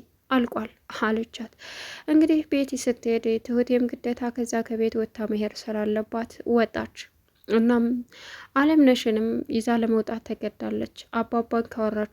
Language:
Amharic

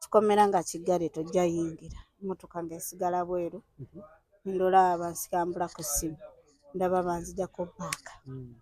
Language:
Ganda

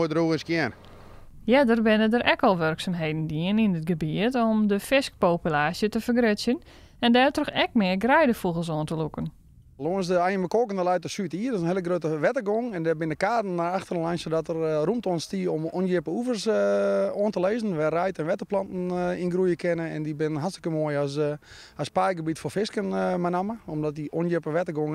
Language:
Western Frisian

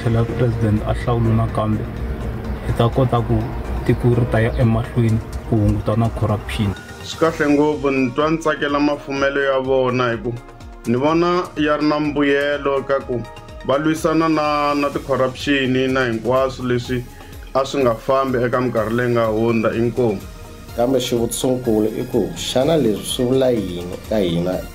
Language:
Tsonga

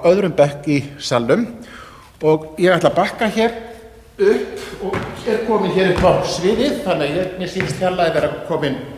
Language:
Icelandic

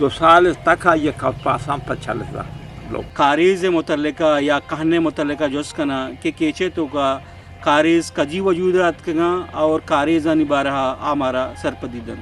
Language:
Eastern Balochi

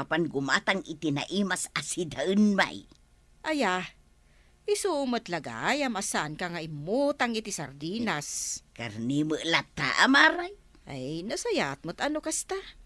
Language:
Iloko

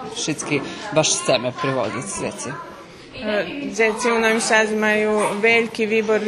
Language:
Rusyn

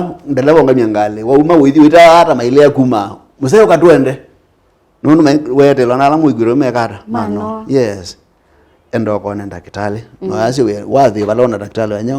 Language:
Kamba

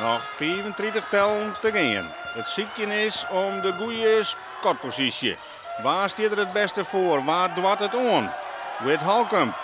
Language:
Western Frisian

